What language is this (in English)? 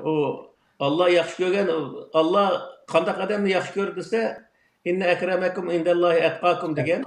Uyghur